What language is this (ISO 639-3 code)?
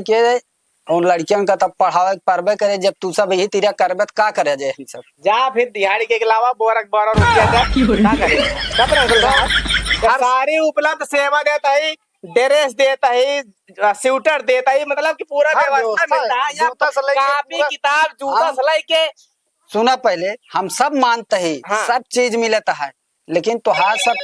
awa